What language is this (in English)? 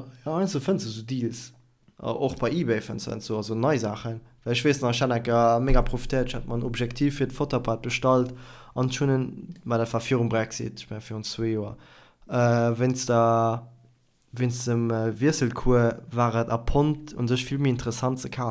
Luxembourgish